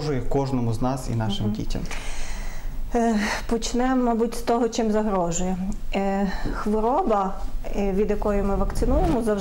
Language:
Ukrainian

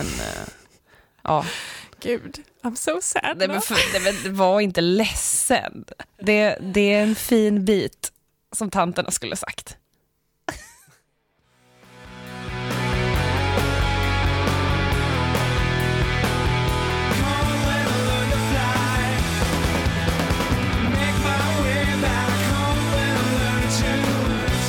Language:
Swedish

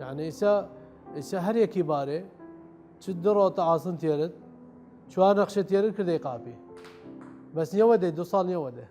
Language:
Southern Kurdish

